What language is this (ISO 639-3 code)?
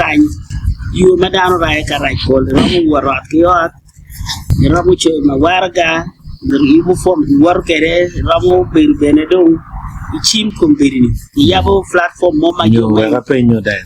ach